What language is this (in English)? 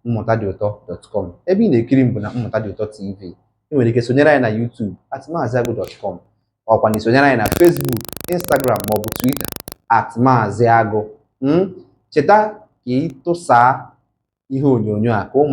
Igbo